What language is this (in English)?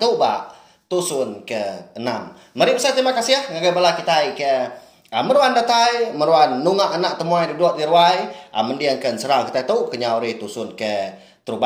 Iban